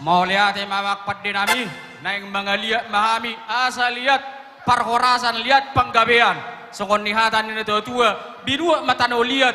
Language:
Batak Toba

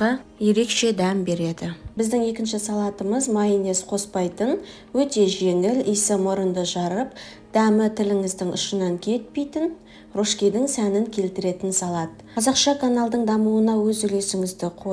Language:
Kazakh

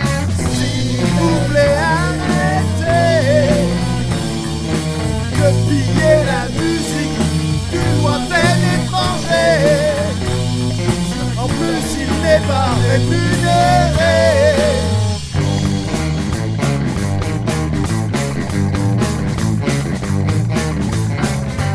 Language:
French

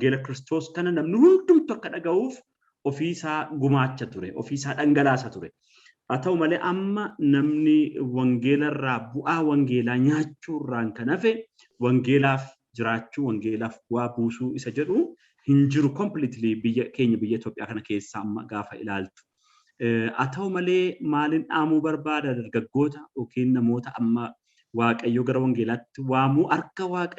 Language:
Oromo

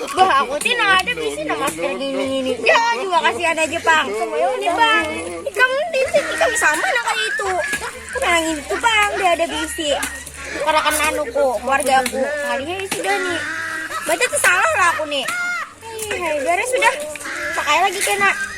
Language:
Banjar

